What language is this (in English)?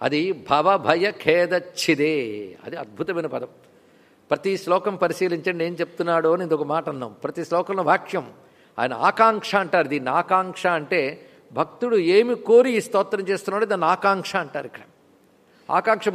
Telugu